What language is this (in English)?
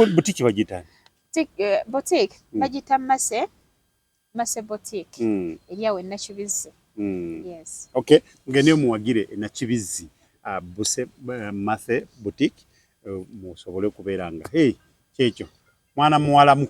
Ganda